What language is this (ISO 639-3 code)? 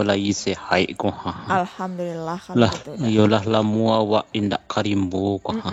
min